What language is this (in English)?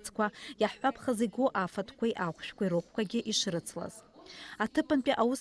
Abkhazian